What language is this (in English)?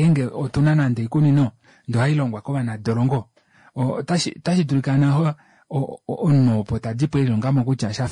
Kuanyama